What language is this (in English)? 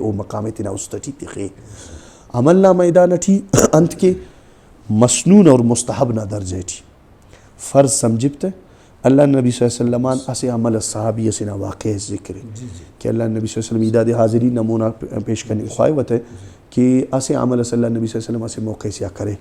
Brahui